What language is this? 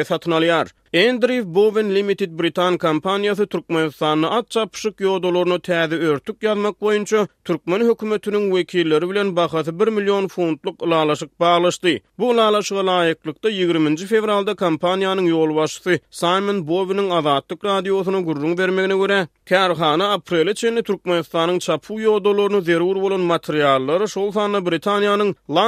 Turkmen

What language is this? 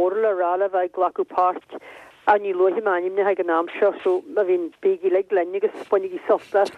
Irish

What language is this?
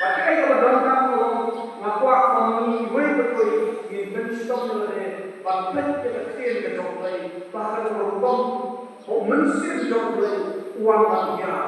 Khasi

